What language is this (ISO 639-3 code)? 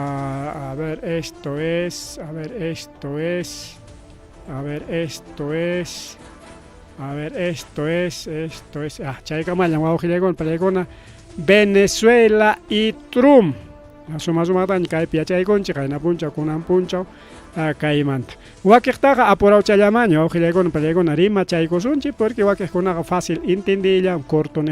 quy